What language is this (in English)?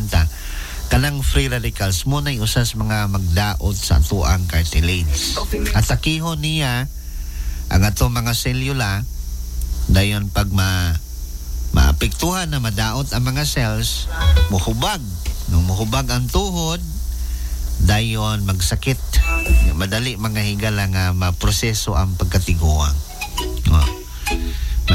Cebuano